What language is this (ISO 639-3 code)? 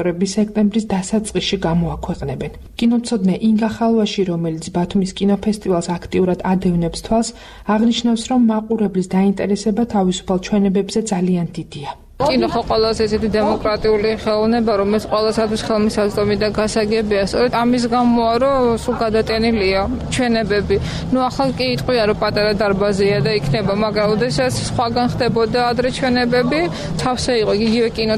kat